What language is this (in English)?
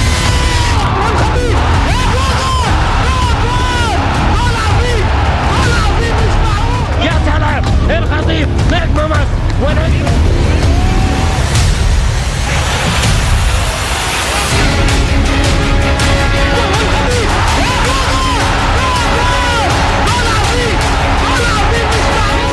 Egyptian Arabic